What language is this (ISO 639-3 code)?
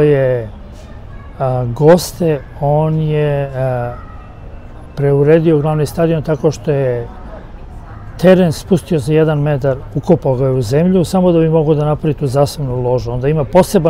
srp